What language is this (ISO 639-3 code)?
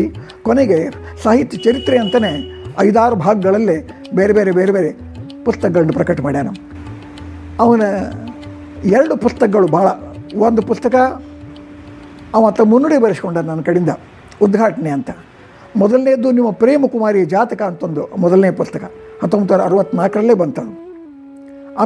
kan